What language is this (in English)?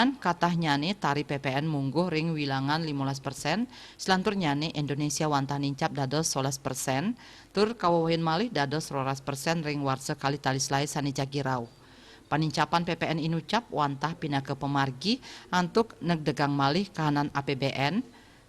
Balinese